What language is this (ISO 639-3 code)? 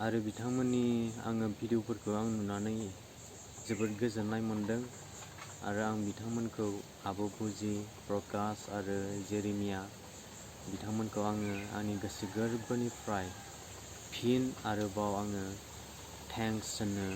brx